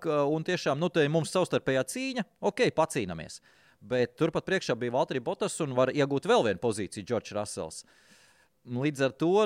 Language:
Latvian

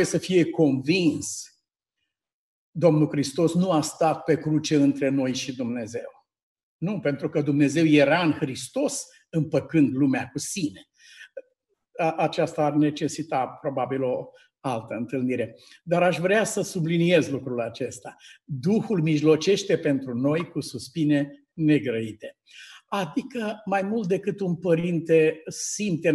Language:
Romanian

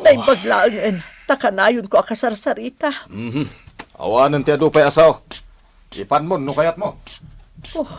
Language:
Iloko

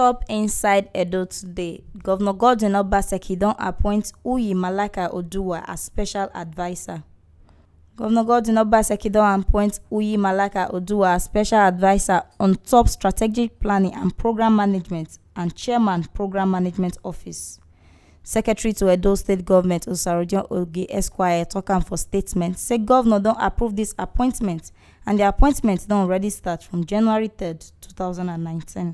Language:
Nigerian Pidgin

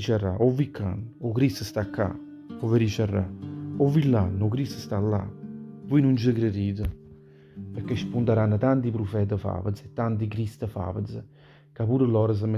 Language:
Neapolitan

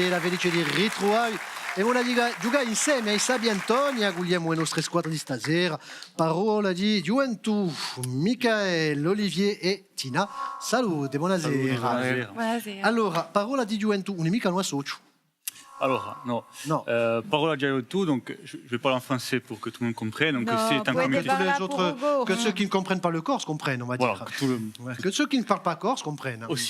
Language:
Corsican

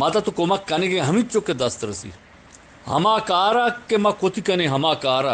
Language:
Eastern Balochi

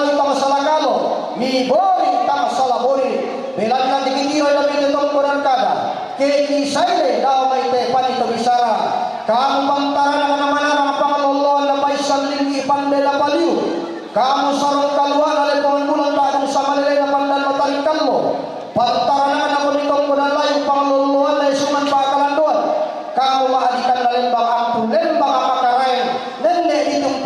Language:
Toraja-Sa'dan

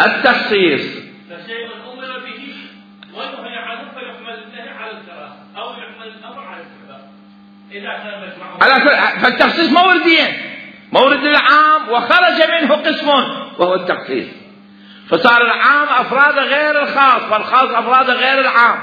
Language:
Mesopotamian Arabic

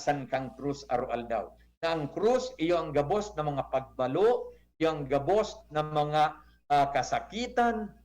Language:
Bikol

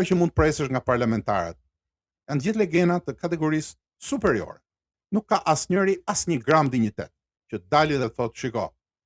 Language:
Albanian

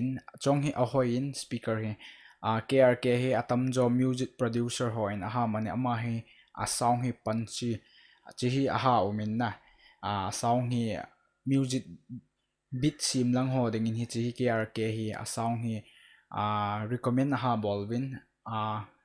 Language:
Thado Chin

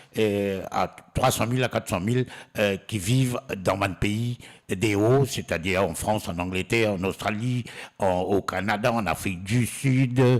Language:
Morisyen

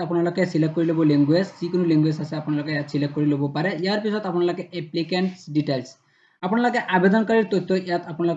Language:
Assamese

